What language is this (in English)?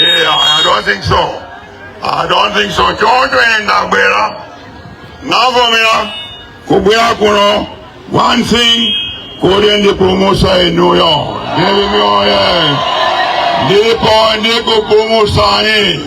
Nyanja